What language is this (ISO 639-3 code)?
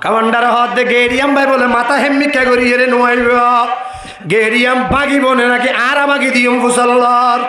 rhg